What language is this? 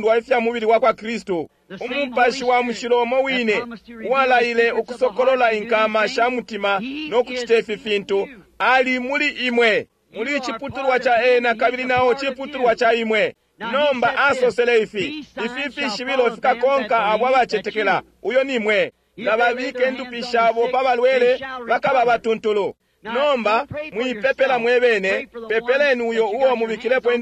Bemba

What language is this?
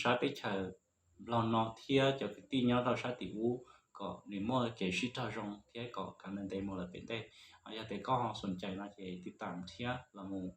Hmong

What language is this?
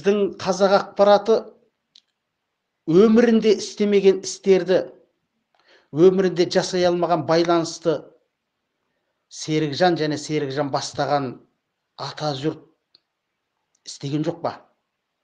Kazakh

